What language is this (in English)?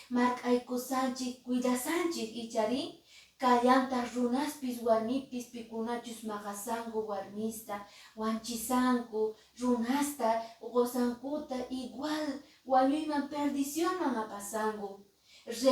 Quechua